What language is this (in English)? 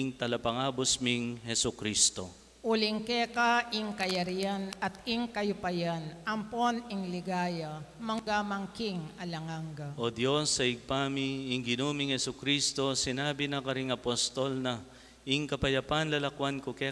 Pampanga